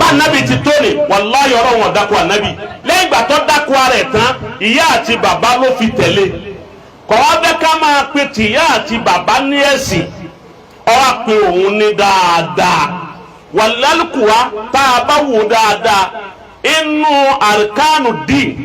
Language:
Yoruba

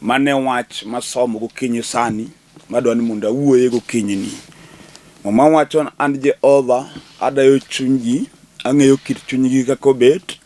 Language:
Luo (Kenya and Tanzania)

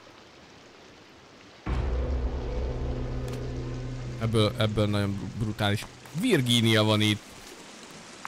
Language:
Hungarian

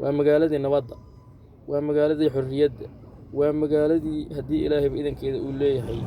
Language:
Somali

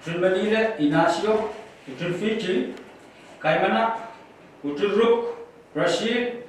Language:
Pohnpeian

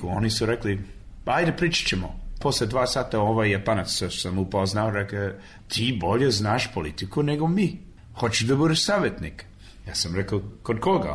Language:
Serbian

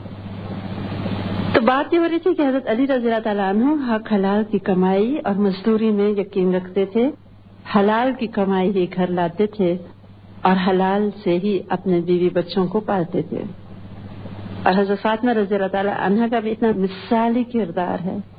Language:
Urdu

